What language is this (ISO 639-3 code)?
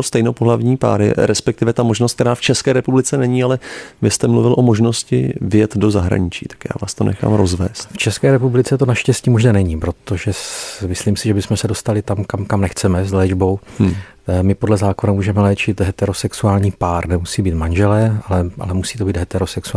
ces